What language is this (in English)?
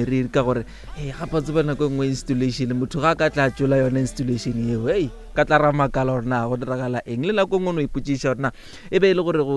Northern Sotho